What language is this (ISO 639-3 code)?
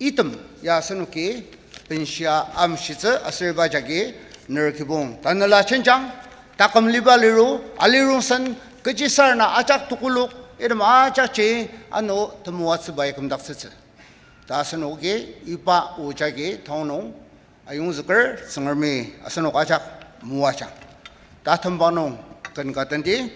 njo